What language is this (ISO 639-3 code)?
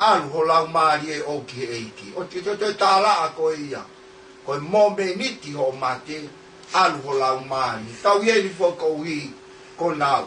ton